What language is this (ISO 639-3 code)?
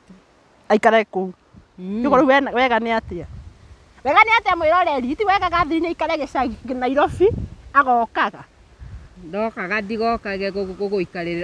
kik